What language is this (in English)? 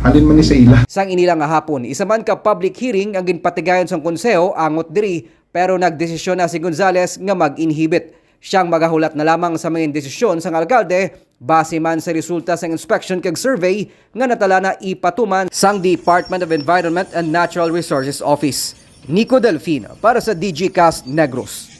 Hiligaynon